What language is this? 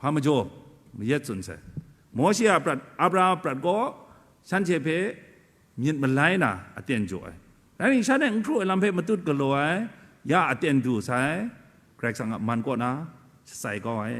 Kachin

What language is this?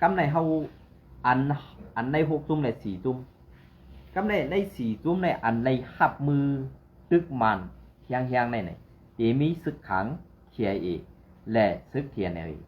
Shan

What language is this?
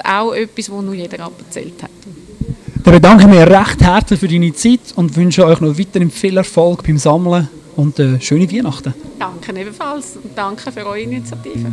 Swiss German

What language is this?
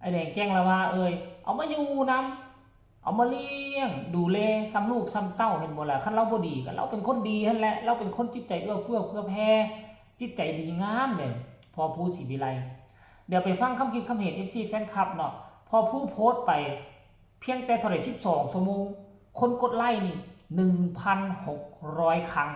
Northeastern Thai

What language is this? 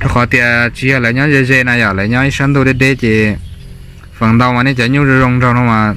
Hmong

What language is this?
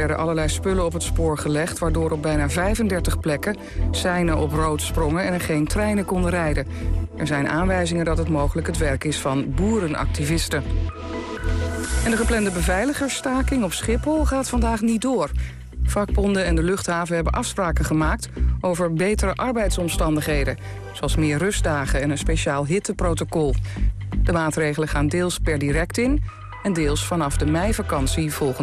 Dutch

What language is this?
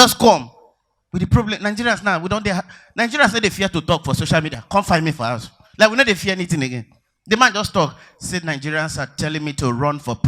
Nigerian Pidgin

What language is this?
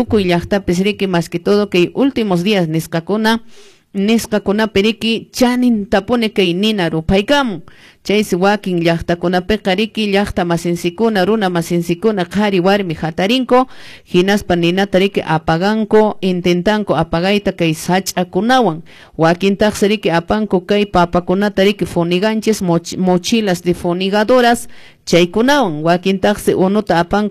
Quechua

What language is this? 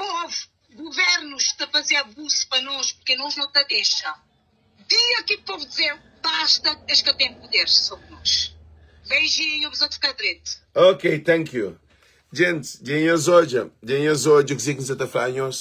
Kabuverdianu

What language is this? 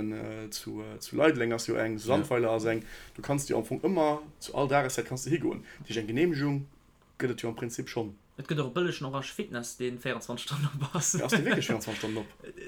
Luxembourgish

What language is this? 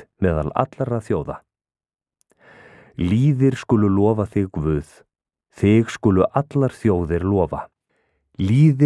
Icelandic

